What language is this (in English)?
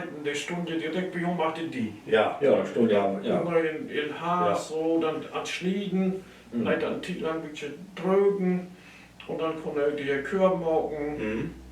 Low German